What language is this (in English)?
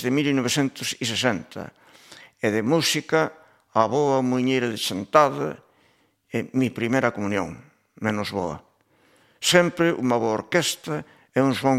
Galician